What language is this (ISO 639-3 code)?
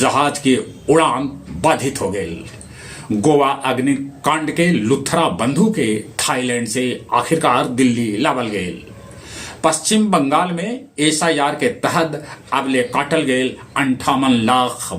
mag